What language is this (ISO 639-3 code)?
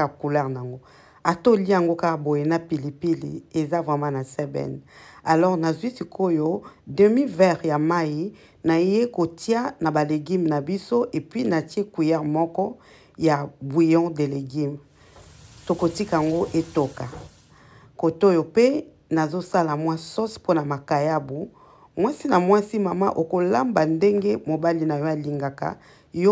lin